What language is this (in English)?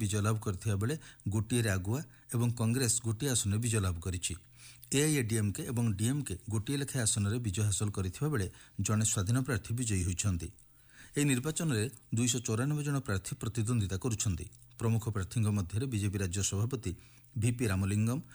Odia